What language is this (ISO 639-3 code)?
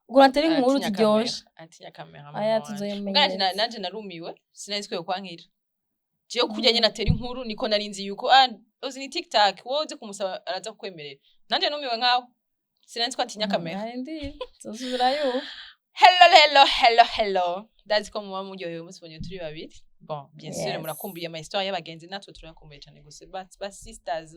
run